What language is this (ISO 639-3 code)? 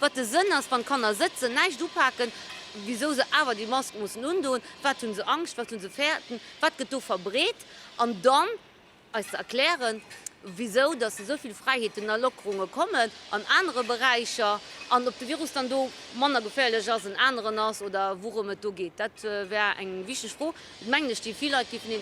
ltz